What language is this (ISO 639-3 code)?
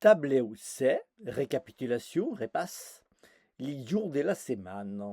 oci